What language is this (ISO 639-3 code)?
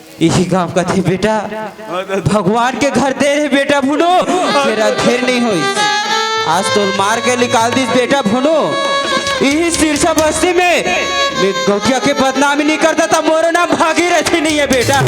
hne